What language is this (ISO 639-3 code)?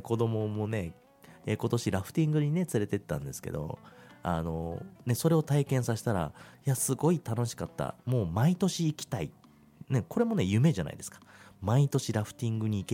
jpn